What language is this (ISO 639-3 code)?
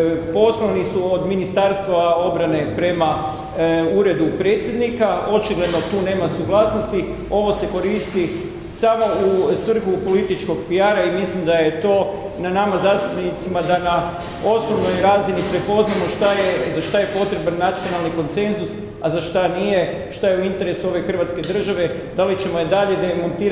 hrv